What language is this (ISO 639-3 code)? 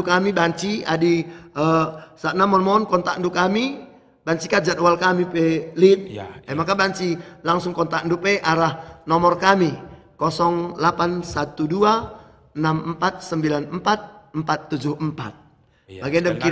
btx